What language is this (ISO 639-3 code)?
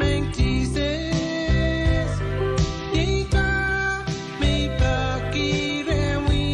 pon